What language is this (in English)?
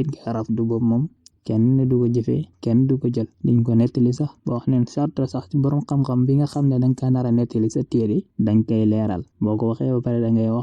Wolof